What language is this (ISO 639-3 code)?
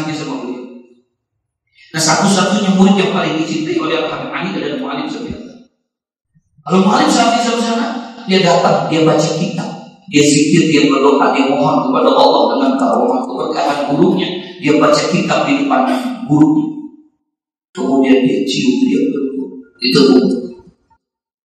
ind